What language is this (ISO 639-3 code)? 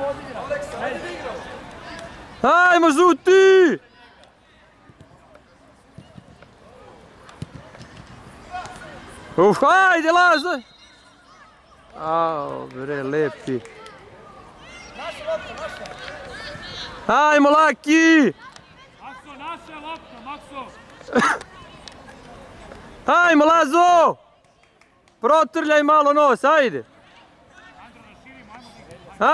srp